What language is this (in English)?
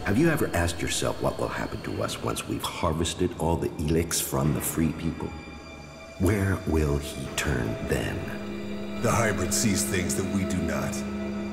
English